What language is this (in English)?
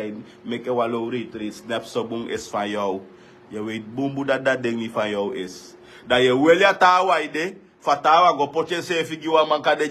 Sranan Tongo